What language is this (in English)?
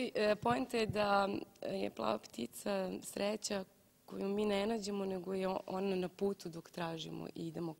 Serbian